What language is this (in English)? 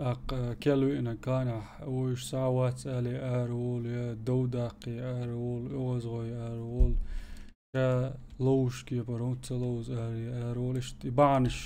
Chechen